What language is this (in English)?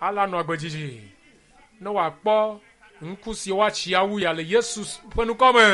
Ewe